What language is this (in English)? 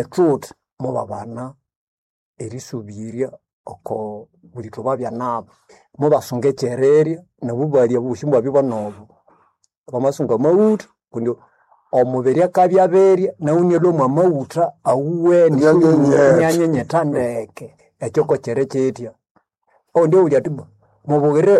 Nande